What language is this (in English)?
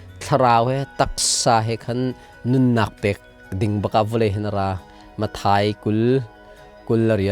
Hakha Chin